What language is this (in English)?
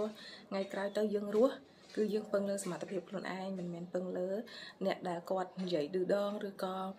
Khmer